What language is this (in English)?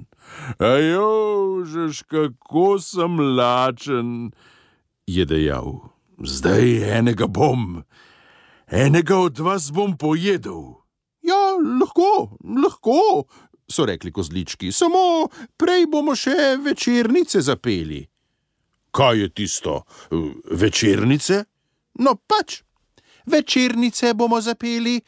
Slovenian